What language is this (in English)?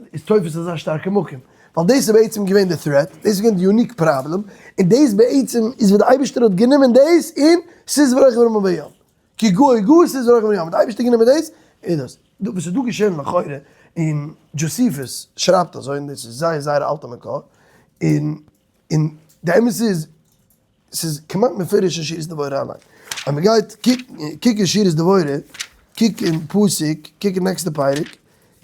Yiddish